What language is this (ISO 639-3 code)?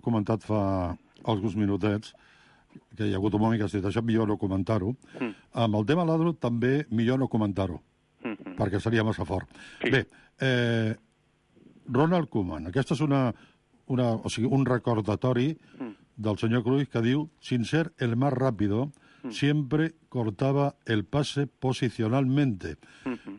cat